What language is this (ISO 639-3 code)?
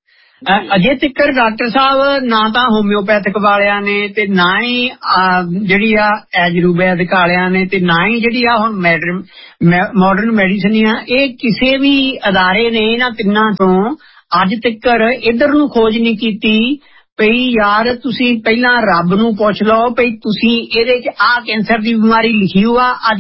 pan